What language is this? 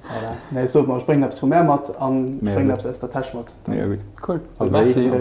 Luxembourgish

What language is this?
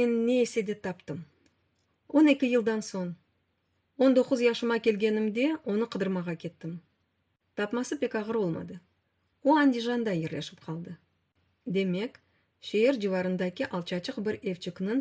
Crimean Tatar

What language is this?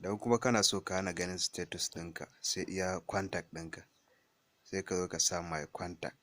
Hausa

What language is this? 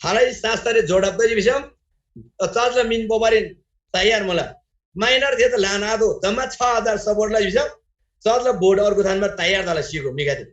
Eastern Tamang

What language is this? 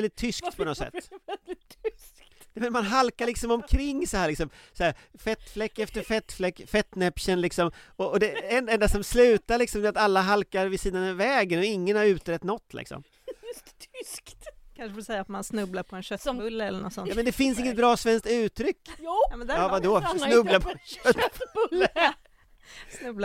Swedish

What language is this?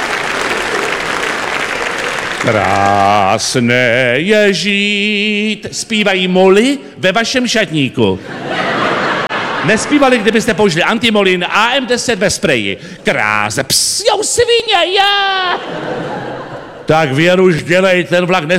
Czech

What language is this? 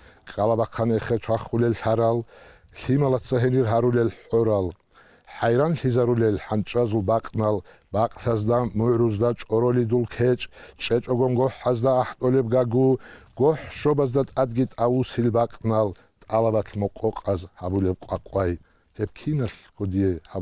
Avaric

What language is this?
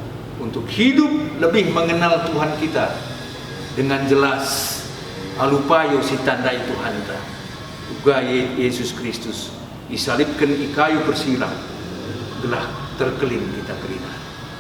Batak Karo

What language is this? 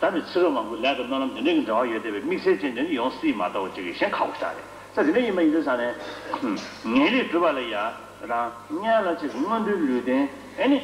Tibetan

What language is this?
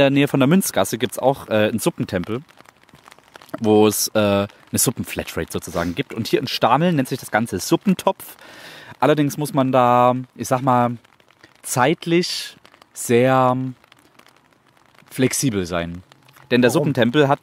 German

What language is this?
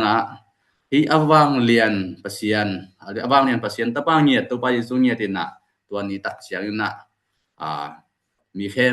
Tedim Chin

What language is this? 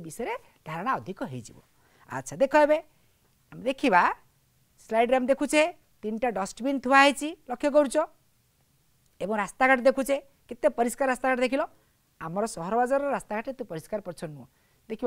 Odia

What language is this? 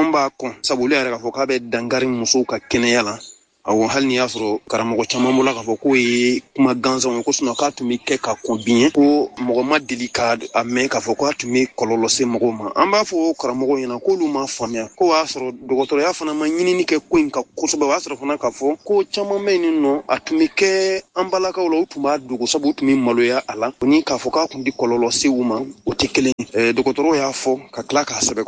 Bambara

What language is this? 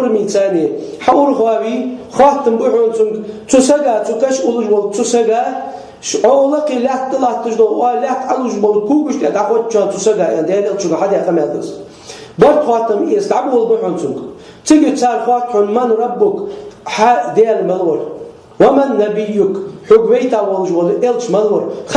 Chechen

